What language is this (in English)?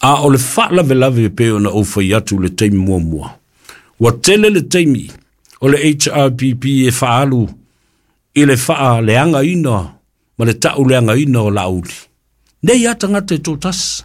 Samoan